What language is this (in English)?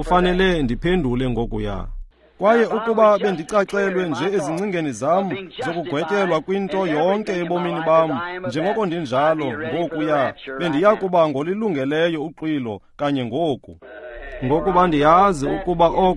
Xhosa